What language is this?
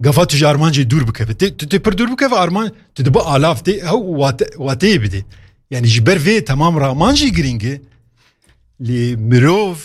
Kurdish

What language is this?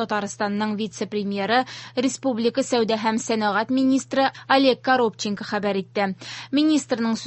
Tatar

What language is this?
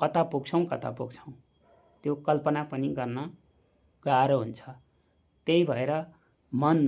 Nepali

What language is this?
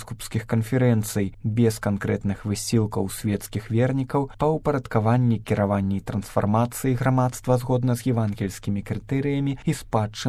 Belarusian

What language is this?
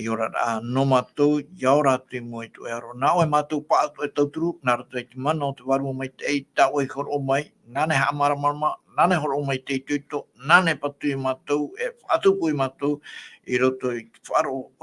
Tahitian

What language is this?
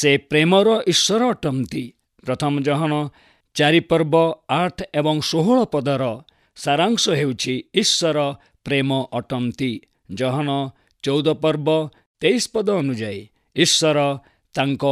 Odia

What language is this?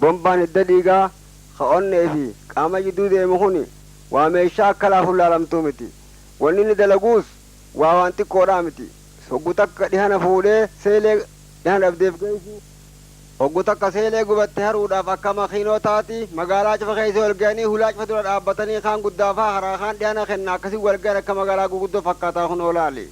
Oromo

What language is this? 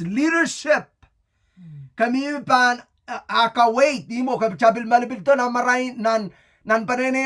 Pohnpeian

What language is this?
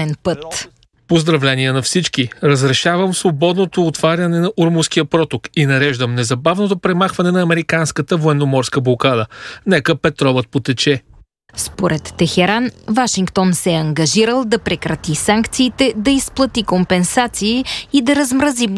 Bulgarian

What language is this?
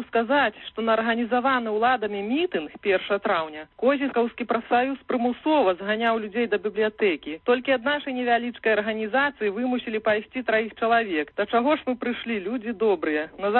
Belarusian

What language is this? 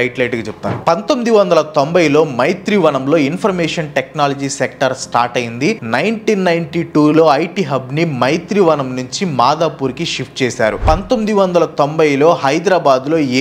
Telugu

